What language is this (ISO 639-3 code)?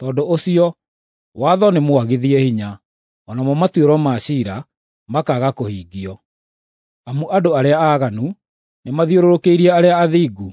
kik